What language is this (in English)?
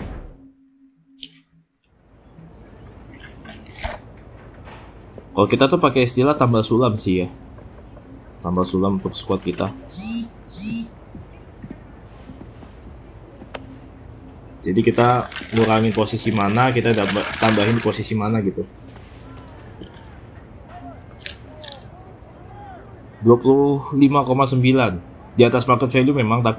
Indonesian